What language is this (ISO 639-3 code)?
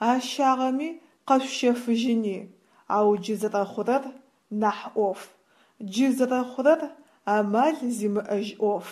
ady